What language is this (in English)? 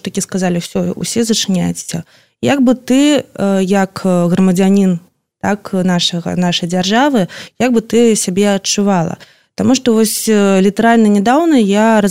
Belarusian